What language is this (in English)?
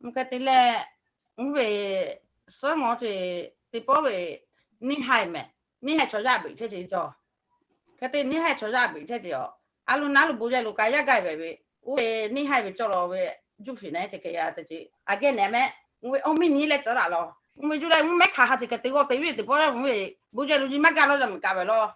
Lahu